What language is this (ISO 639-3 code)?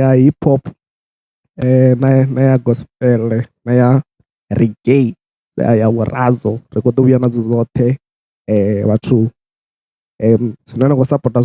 ven